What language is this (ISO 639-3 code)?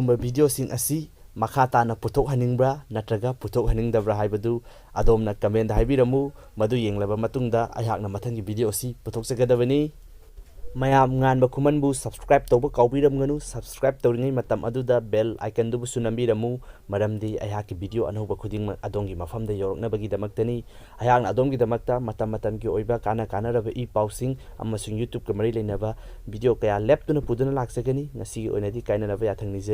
mni